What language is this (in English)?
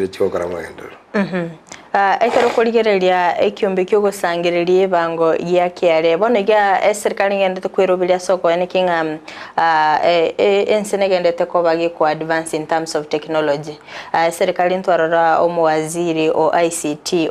Gusii